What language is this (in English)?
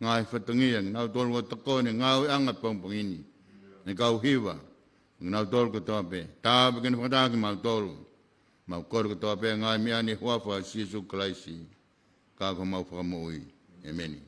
Tongan